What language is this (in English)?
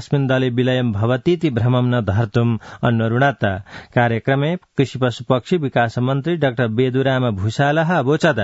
Sanskrit